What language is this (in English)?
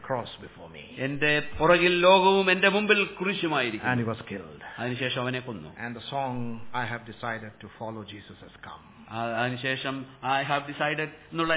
Malayalam